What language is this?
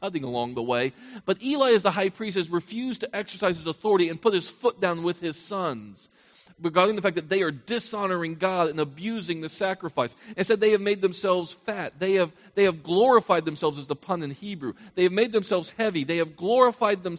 English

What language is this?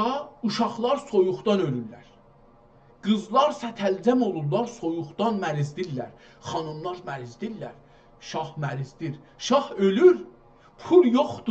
South Azerbaijani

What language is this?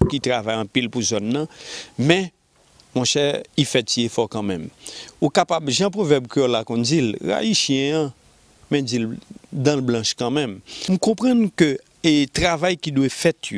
Haitian Creole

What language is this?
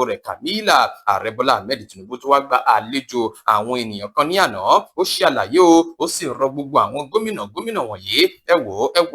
Yoruba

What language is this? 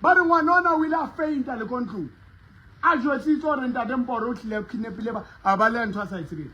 Southern Sotho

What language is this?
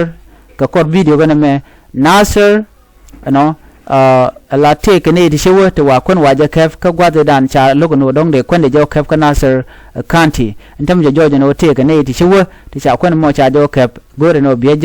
Nuer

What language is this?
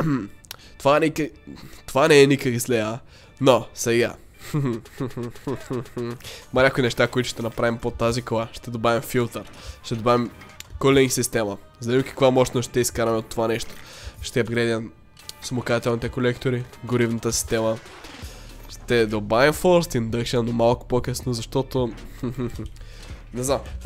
Bulgarian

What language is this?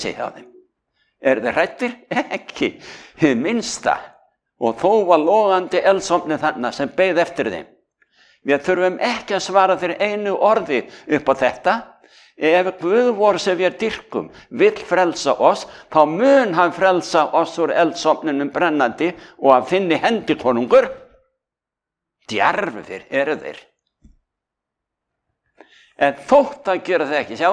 Icelandic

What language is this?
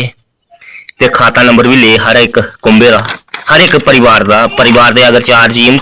Dogri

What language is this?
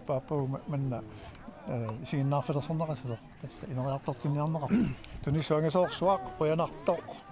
Kalaallisut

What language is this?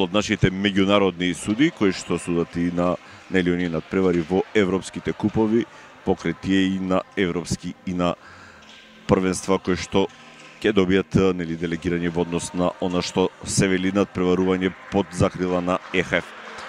Macedonian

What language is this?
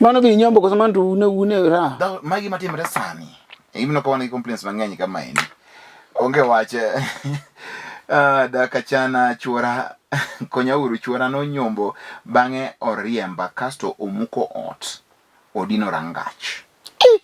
Luo (Kenya and Tanzania)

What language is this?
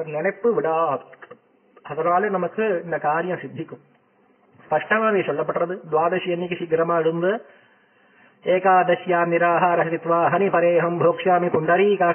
Tamil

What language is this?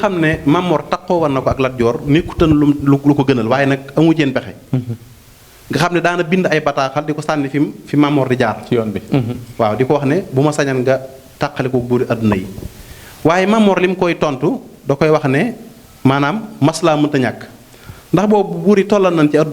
Wolof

